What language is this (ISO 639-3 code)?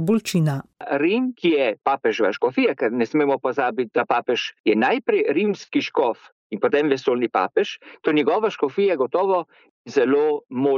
slv